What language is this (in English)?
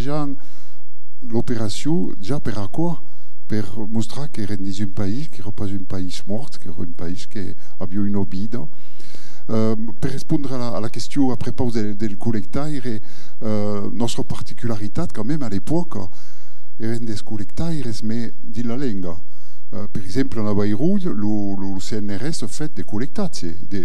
Occitan